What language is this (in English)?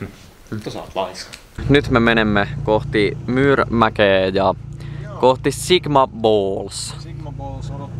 Finnish